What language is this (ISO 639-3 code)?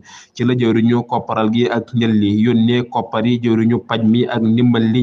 wol